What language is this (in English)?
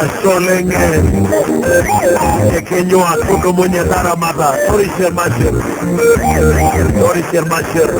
Masai